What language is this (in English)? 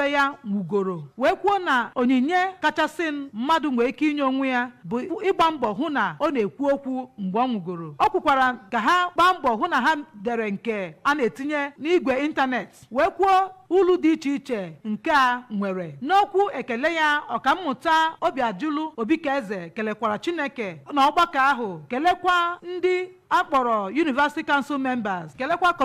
Igbo